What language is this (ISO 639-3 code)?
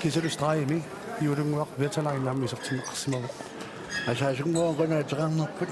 kal